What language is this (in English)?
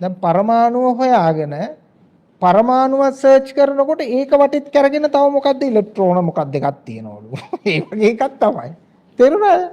Sinhala